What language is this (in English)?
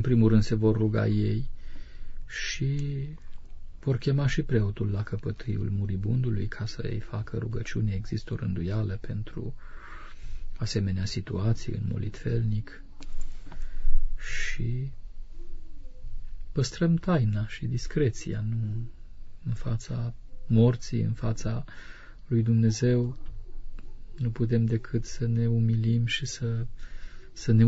Romanian